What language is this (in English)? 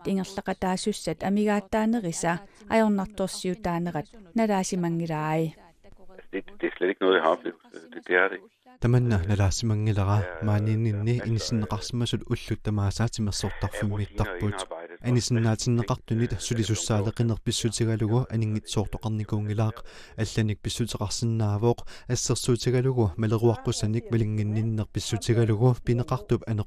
Kalaallisut